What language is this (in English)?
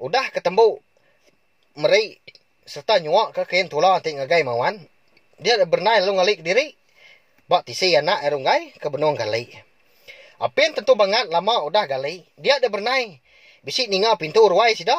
Iban